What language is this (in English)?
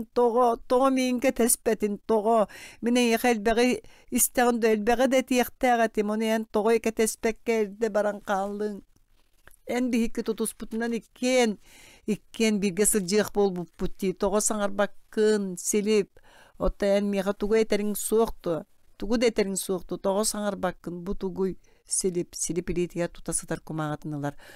Yakut